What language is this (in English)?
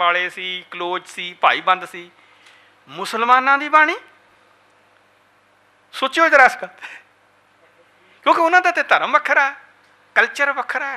Punjabi